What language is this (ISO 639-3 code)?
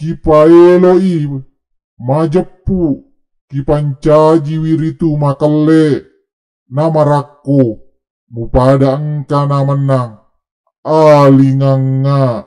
bug